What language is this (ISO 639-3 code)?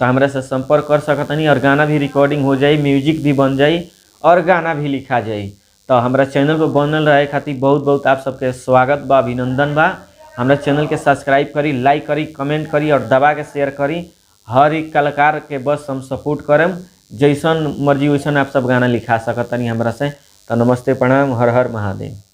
bho